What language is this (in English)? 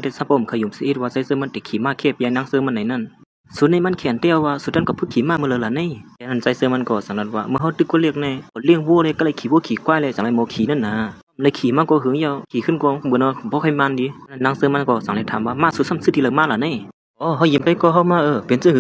Shan